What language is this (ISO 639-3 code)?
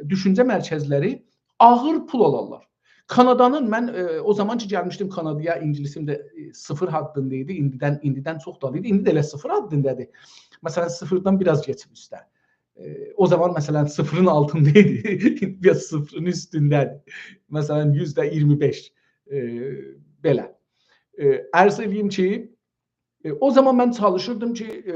azb